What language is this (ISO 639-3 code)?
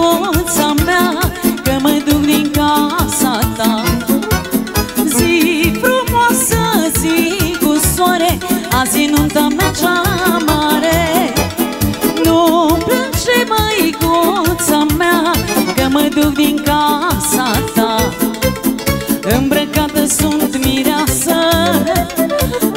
ron